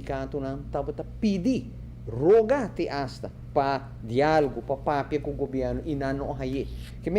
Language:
Papiamento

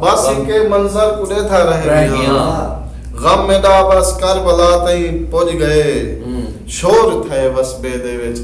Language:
Saraiki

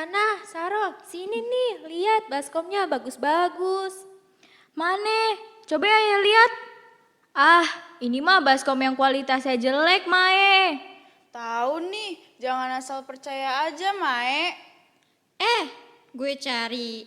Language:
Betawi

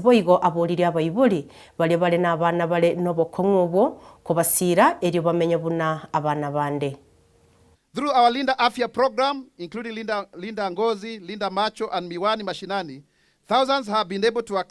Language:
Gusii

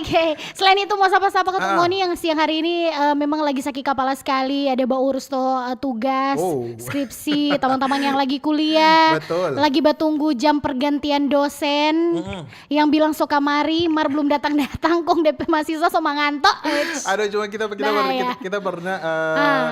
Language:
Manado Malay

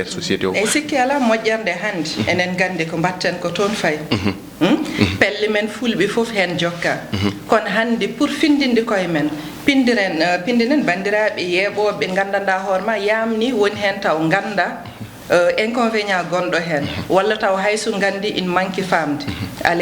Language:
Fula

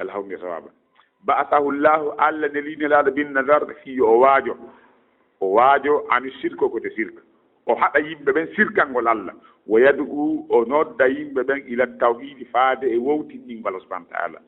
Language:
Fula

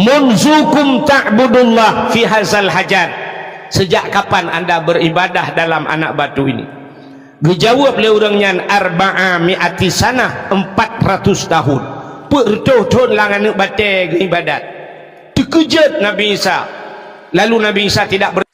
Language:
Achinese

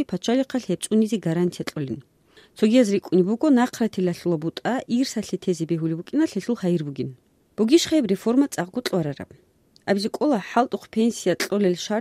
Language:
Avaric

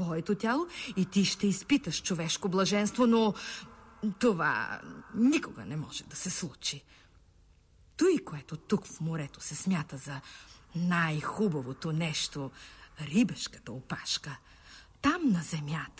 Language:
Bulgarian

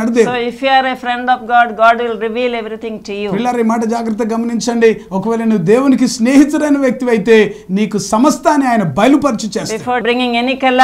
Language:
Telugu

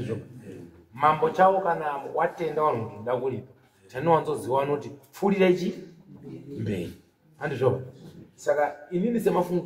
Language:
Shona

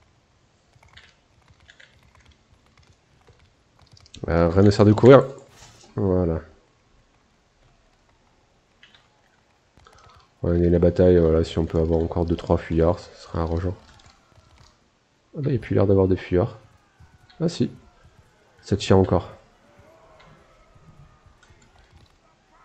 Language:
French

